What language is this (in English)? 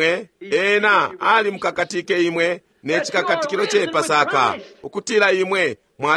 Bemba